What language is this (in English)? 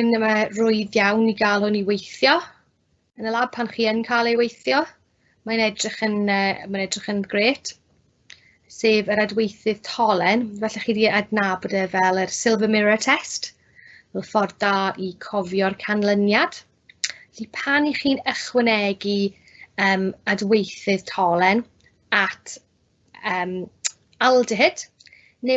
Welsh